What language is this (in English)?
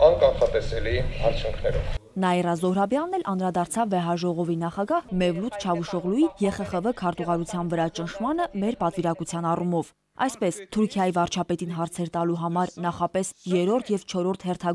Armenian